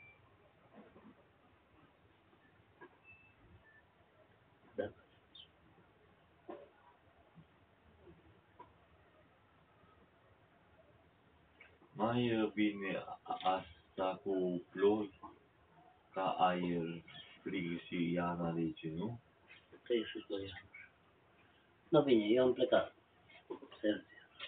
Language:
Romanian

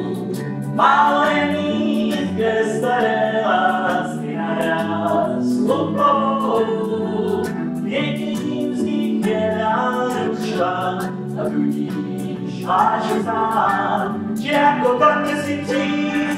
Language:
Czech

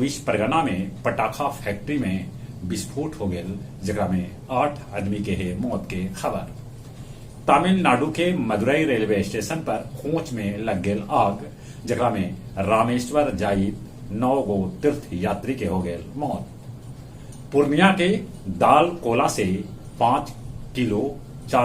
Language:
Magahi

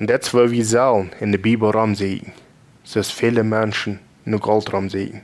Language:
Plautdietsch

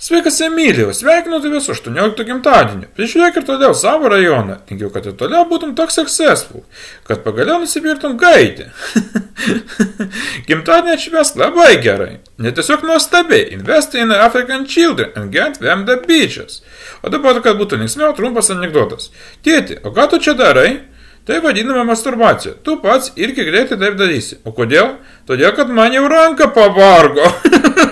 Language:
Lithuanian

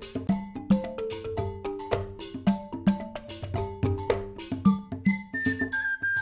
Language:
Russian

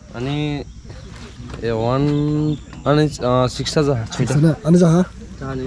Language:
Dimasa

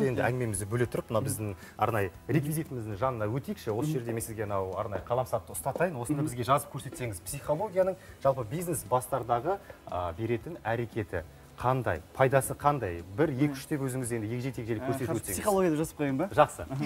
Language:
Kazakh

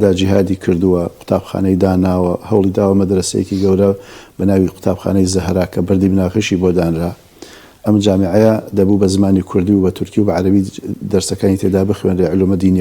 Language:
Central Kurdish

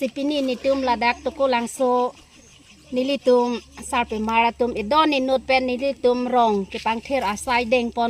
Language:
Karbi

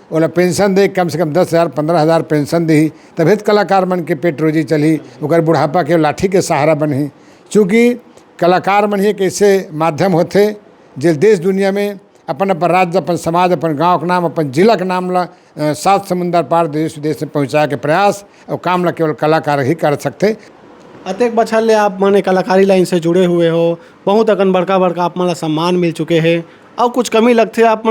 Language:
Chhattisgarhi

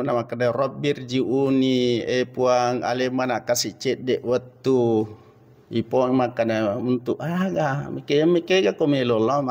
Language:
Buginese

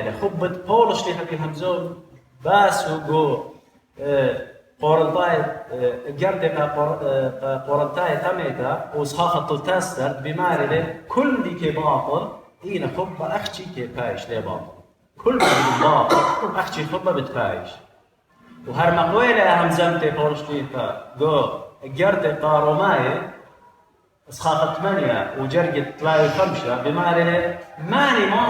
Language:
Assyrian Neo-Aramaic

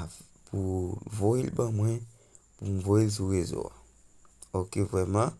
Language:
Haitian Creole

